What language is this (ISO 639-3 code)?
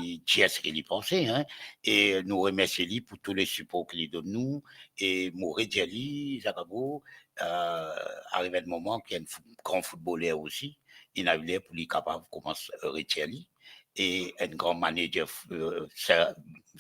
mfe